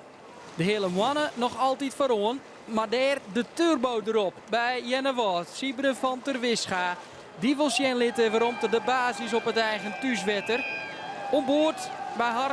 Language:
Western Frisian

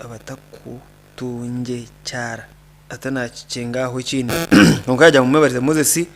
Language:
Nyankole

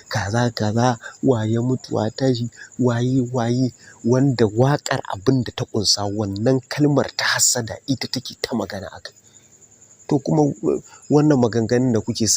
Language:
Hausa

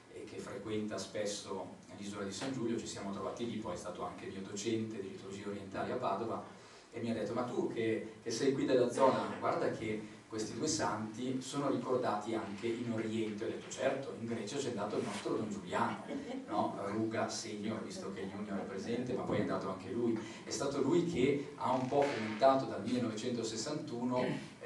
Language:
Italian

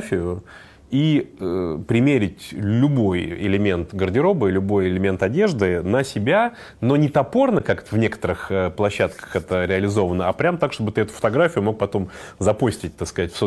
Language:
Russian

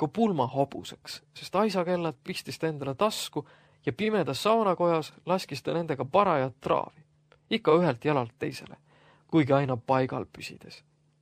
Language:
Estonian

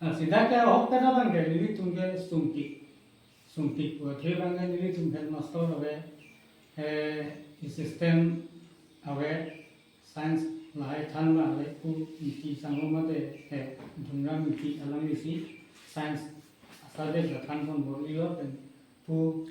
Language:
Karbi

